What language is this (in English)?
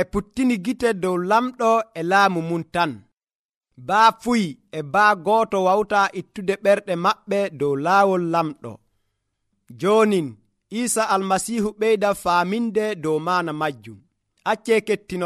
Nigerian Fulfulde